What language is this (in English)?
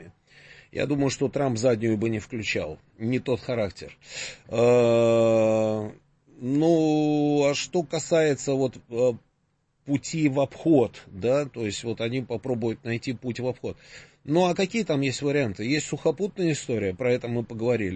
Russian